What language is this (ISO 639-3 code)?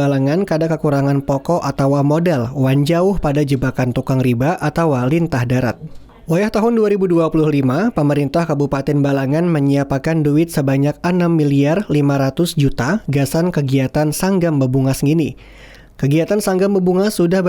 bjn